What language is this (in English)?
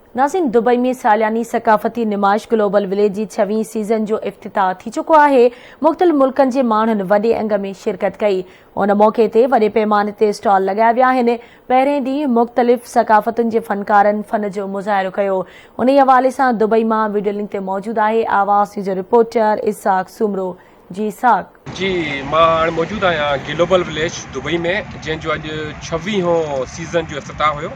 Sindhi